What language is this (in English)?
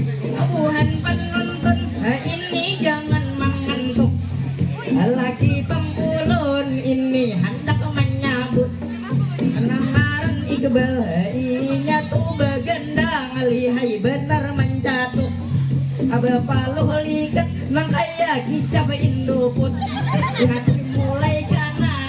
Banjar